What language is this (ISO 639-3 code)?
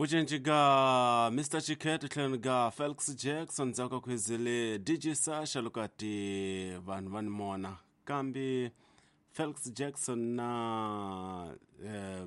tso